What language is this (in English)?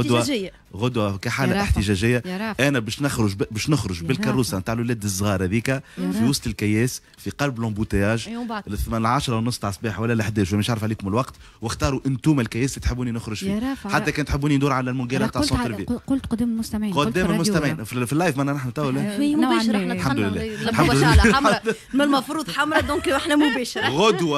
Tunisian Arabic